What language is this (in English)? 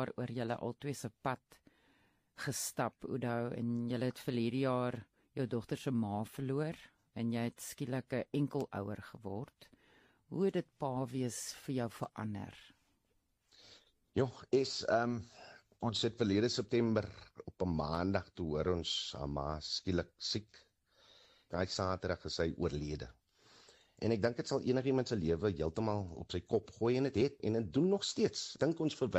Afrikaans